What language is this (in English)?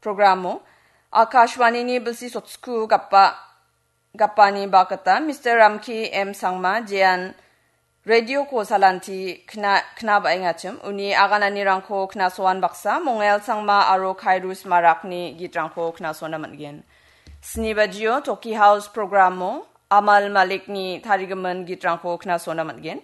Garo